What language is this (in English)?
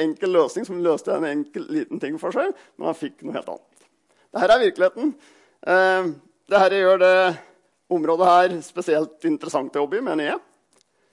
Norwegian